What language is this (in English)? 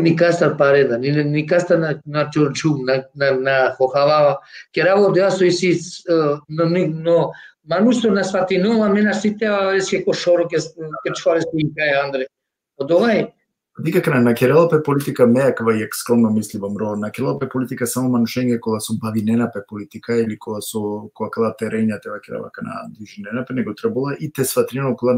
Balkan Romani